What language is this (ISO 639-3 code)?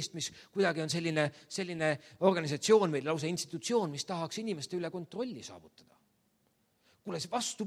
est